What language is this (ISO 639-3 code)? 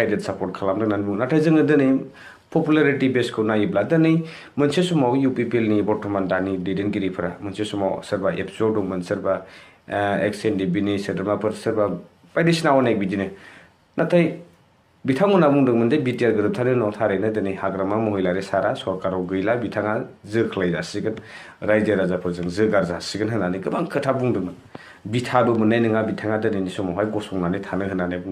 brx